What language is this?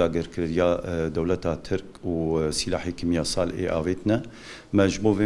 Kurdish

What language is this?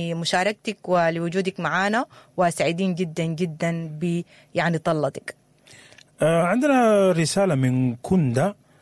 Sudanese Arabic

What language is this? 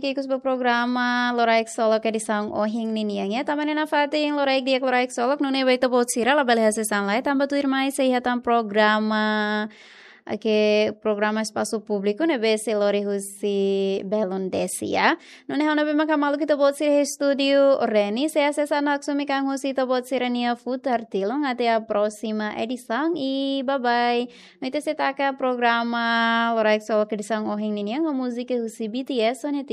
Tetum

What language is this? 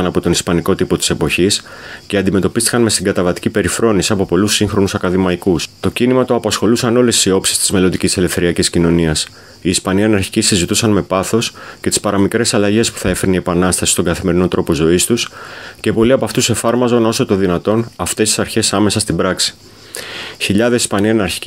Greek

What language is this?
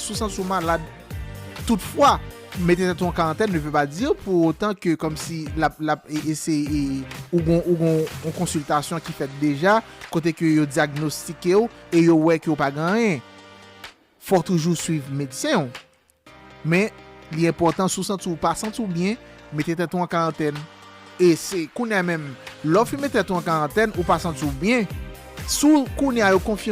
Haitian Creole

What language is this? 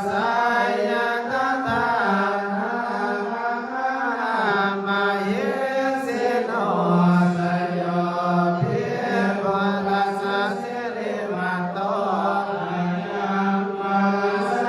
Pali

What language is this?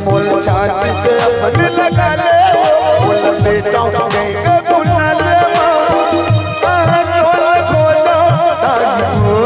Chhattisgarhi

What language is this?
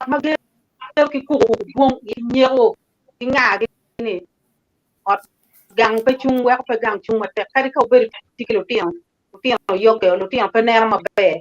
Acoli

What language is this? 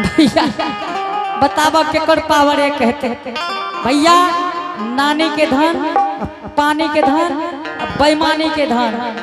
Angika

